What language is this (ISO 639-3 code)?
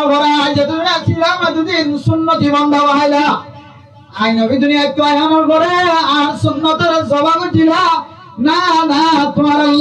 rhg